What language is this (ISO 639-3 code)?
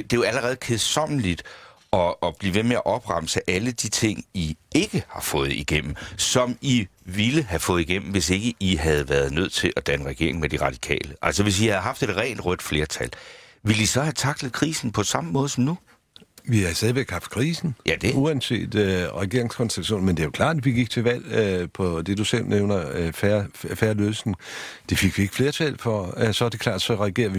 dan